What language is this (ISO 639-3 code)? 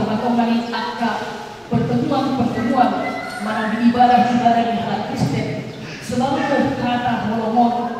bbc